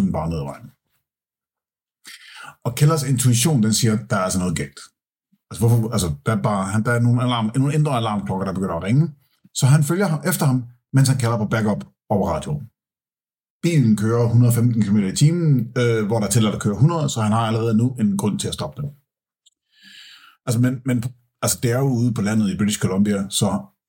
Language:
Danish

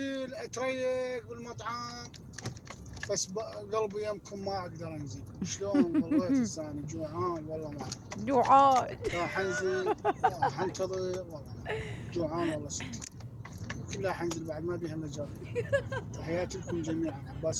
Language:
Mesopotamian Arabic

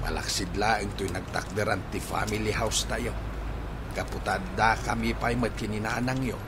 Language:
Iloko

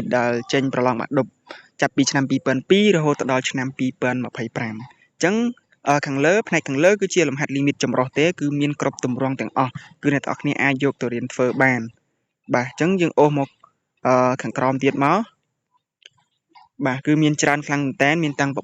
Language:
Khmer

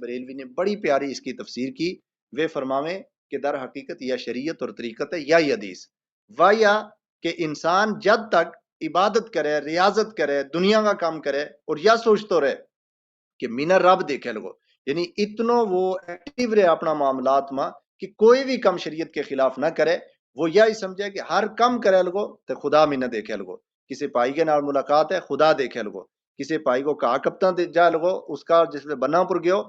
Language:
Gujari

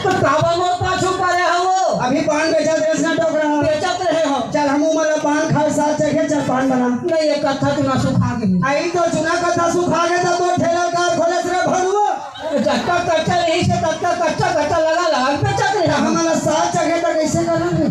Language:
Chhattisgarhi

